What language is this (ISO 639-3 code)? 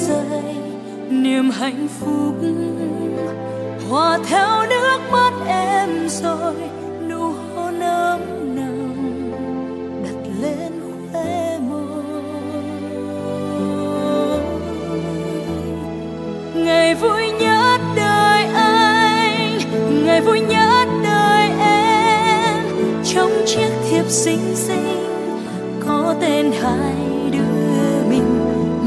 vie